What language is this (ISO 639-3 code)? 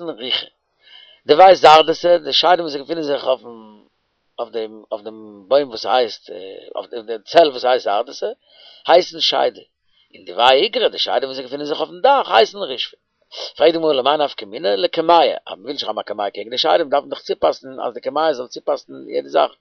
yid